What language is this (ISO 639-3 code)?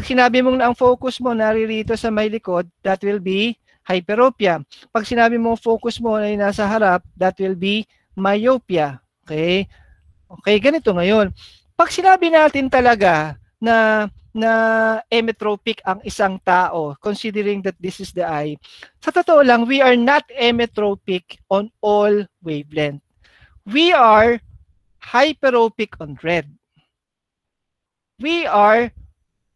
fil